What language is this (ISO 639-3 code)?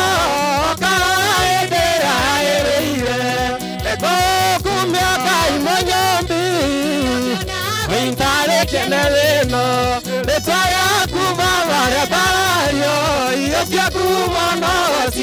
kik